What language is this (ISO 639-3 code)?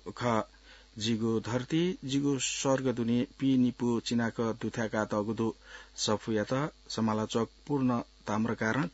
new